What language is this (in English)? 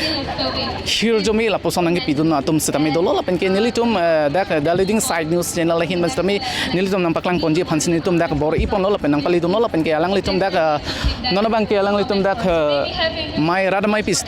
Karbi